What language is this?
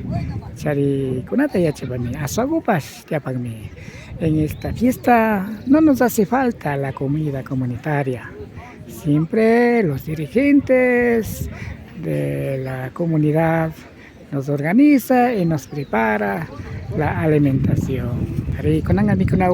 Imbabura Highland Quichua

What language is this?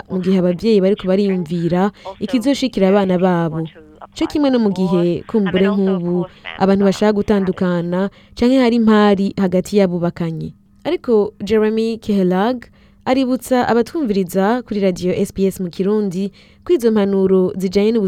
Rundi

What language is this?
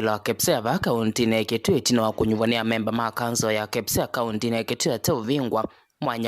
Kamba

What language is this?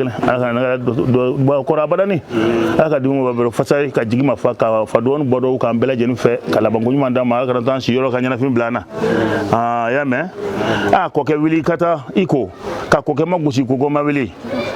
Bambara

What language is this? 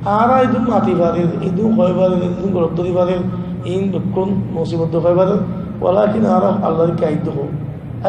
Rohingya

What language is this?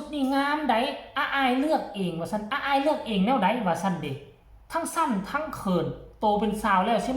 Lao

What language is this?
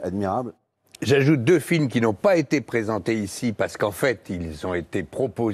French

